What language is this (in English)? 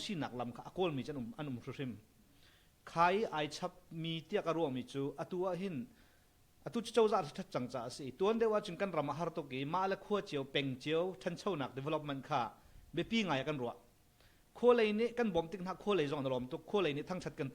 Hakha Chin